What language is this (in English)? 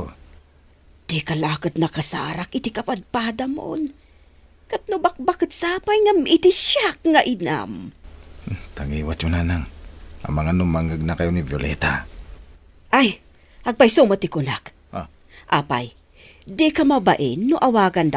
Iloko